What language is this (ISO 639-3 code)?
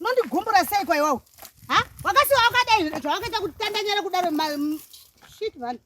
sna